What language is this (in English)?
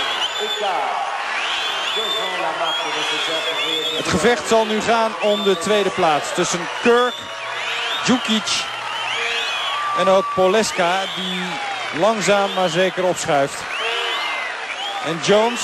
Dutch